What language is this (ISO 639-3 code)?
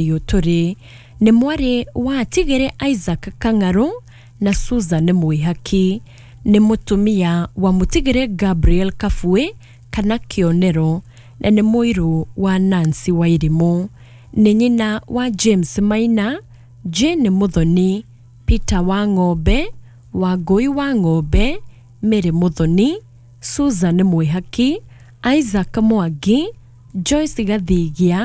kik